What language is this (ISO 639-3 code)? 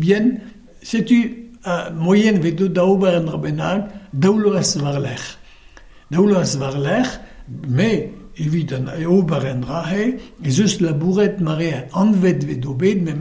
bre